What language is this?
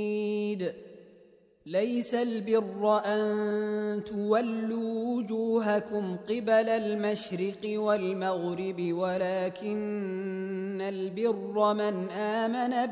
Arabic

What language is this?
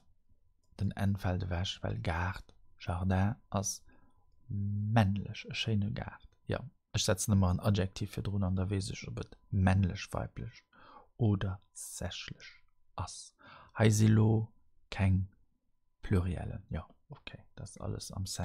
Luxembourgish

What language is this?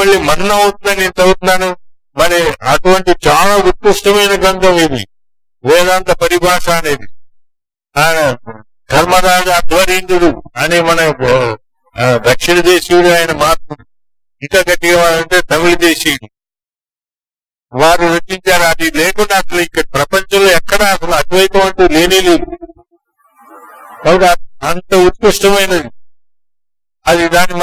Telugu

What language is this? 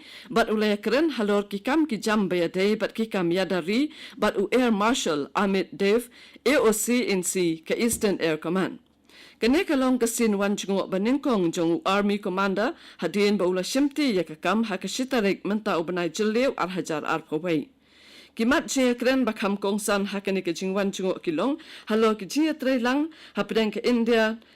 Khasi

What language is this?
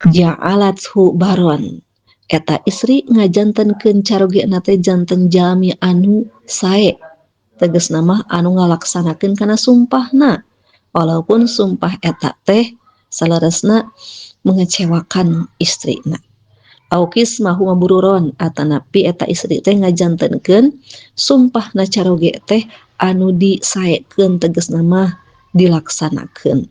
Sundanese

